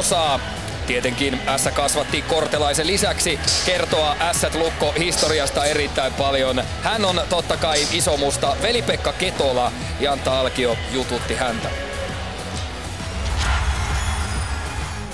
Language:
Finnish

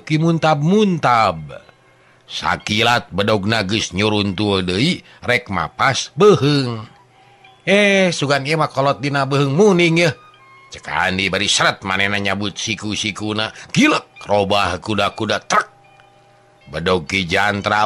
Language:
Sundanese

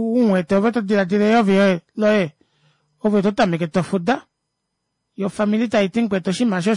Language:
Kuanyama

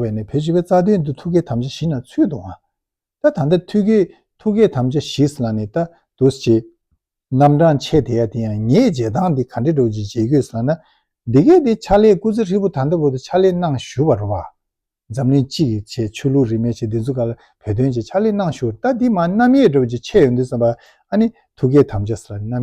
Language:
Tibetan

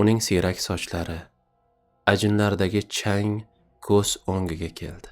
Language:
Uzbek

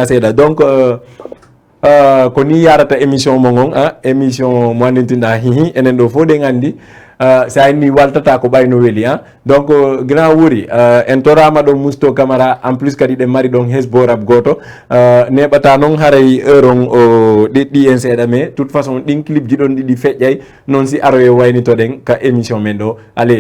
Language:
Fula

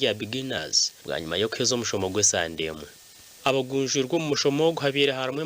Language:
Nyankole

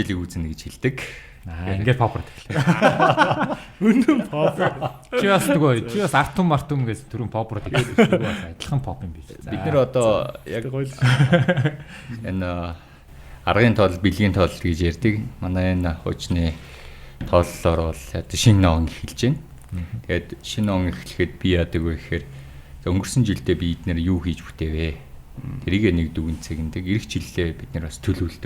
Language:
Mongolian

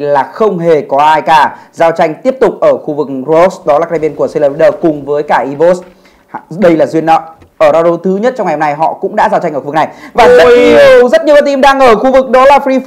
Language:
Vietnamese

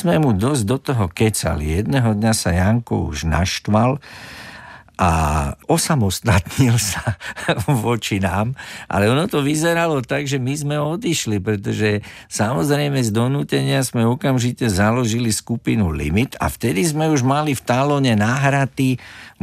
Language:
Slovak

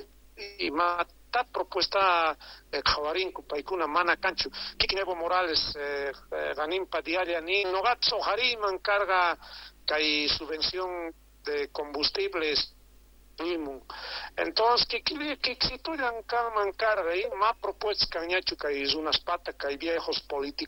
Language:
South Bolivian Quechua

